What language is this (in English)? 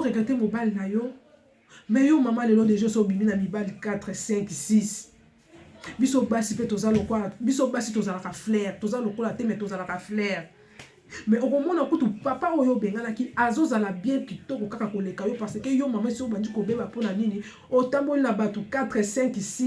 Lingala